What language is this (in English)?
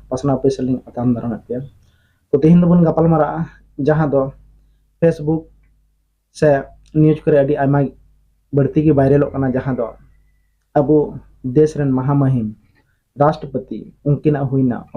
Santali